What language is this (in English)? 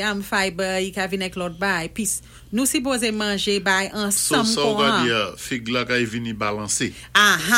Saint Lucian Creole French